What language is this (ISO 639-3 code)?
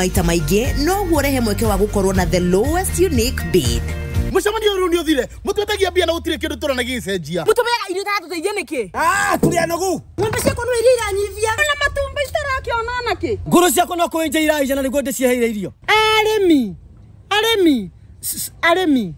kik